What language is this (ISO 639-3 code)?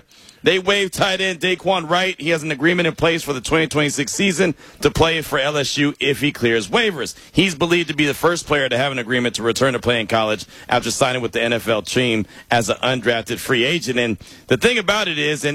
eng